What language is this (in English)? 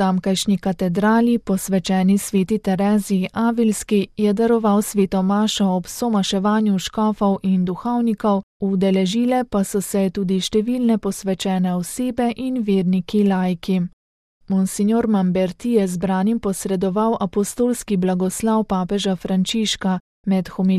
Slovenian